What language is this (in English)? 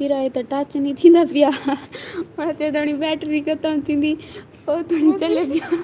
Saraiki